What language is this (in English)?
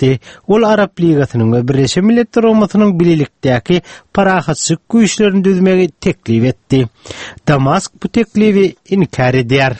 Turkmen